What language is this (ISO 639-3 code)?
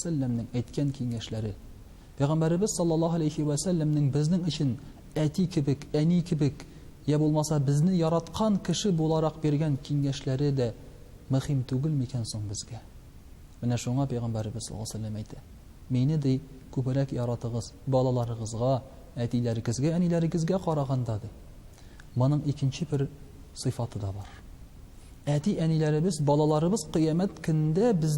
tat